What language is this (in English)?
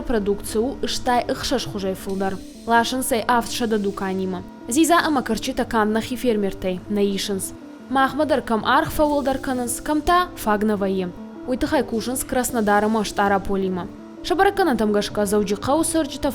Ossetic